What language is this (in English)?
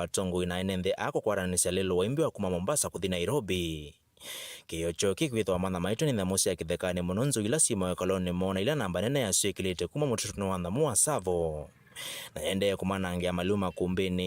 Kamba